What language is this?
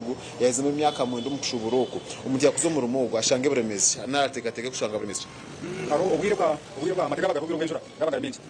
Nyankole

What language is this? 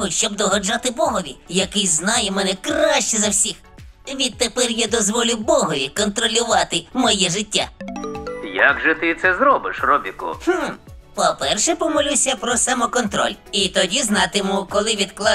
Ukrainian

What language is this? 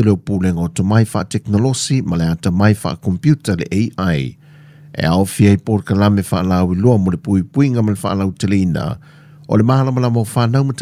Samoan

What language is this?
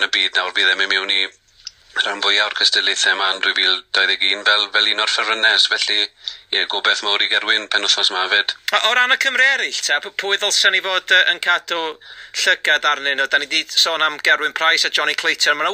Welsh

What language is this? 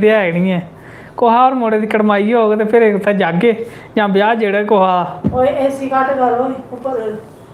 Dogri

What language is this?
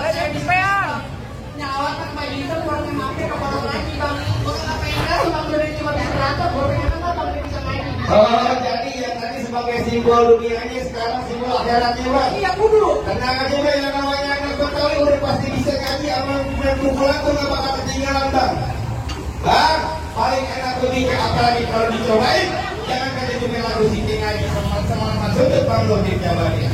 Betawi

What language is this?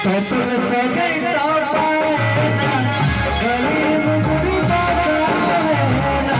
Santali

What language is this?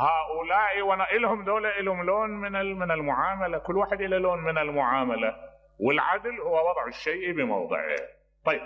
Mesopotamian Arabic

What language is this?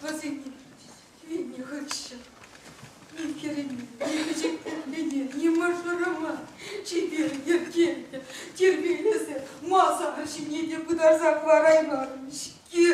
Chuvash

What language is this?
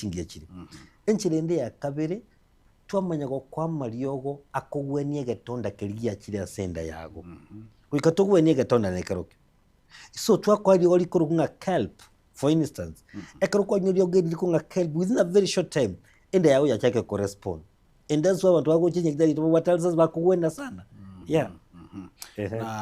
Gusii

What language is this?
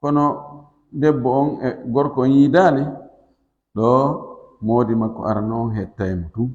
Fula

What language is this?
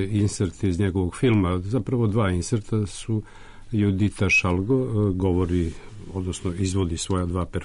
Serbian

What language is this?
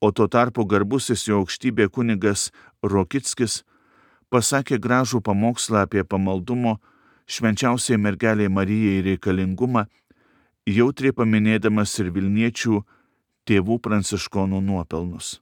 Lithuanian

